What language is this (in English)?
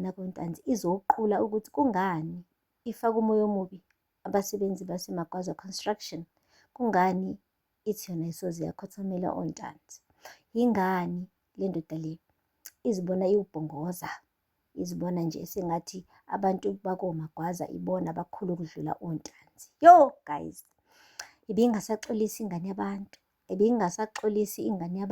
Zulu